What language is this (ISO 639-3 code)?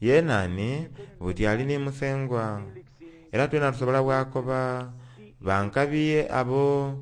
xog